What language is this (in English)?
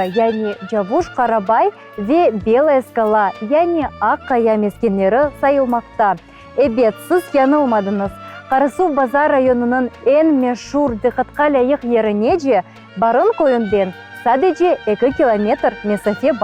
Crimean Tatar